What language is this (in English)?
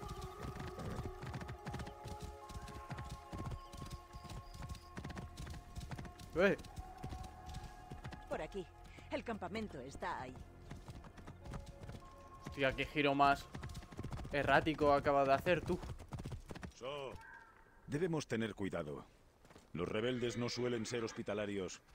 Spanish